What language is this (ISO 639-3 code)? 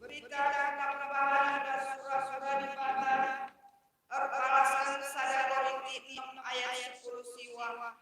btx